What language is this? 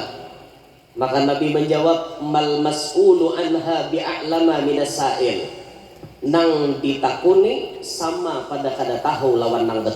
Banjar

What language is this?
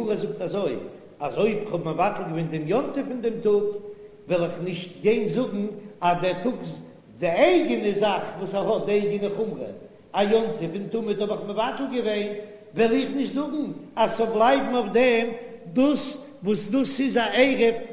Yiddish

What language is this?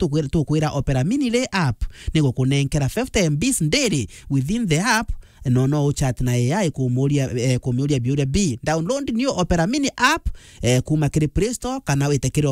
Meru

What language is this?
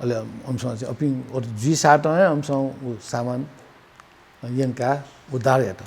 Newari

